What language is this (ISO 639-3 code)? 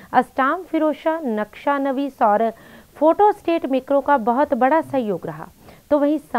hin